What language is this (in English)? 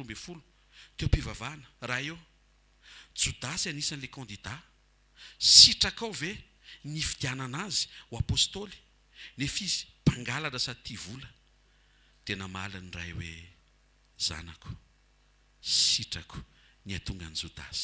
Malagasy